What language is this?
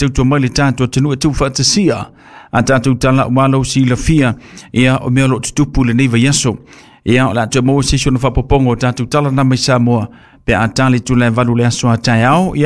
Samoan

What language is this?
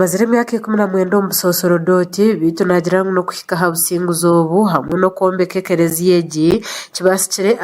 Nyankole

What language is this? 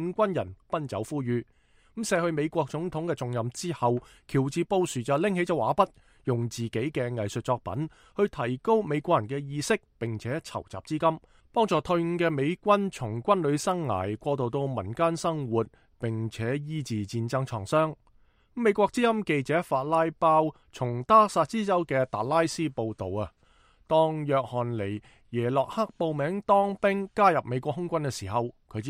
Cantonese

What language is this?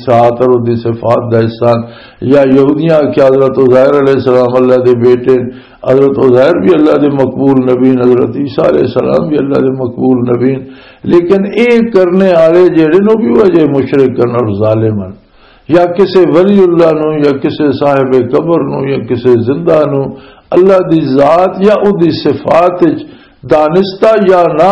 Western Panjabi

